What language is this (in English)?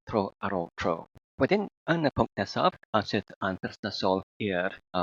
Welsh